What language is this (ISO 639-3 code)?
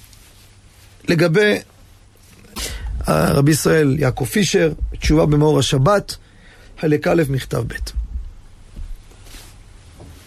heb